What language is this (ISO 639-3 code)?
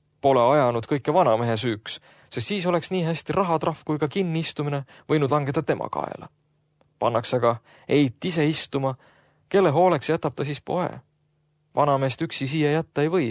est